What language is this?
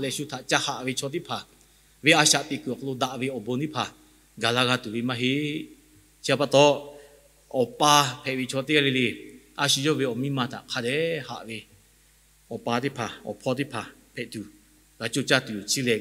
Lahu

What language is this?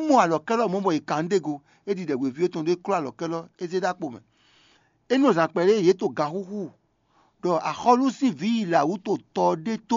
Fon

